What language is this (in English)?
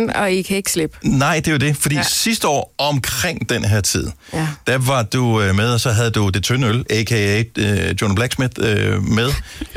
Danish